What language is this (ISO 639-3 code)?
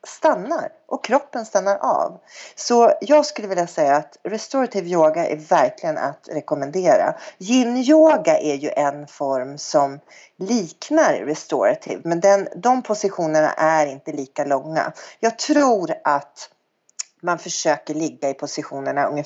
swe